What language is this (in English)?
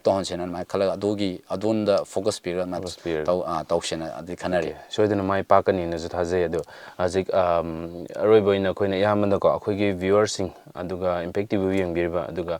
Manipuri